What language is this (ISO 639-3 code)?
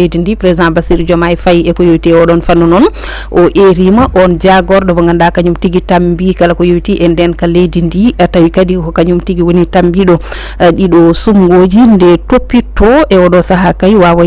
ful